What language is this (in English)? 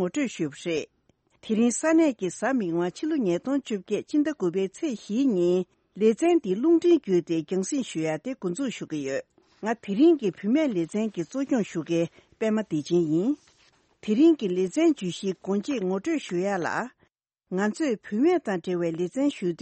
Tibetan